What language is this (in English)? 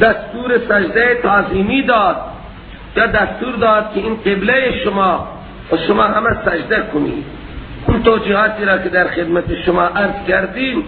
Persian